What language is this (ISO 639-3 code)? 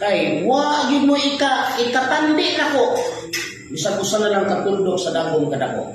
ceb